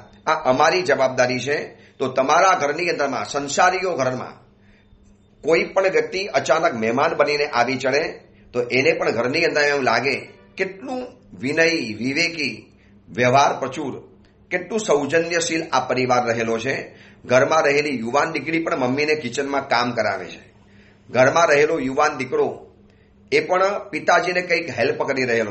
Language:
Gujarati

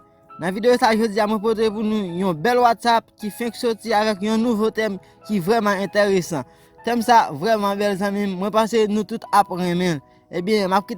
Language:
Haitian Creole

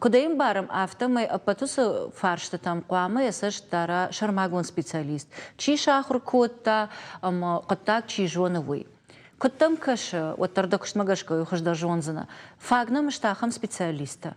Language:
Ossetic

